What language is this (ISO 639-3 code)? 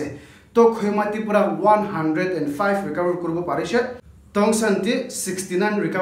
nag